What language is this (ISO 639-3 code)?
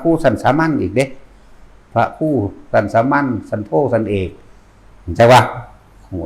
tts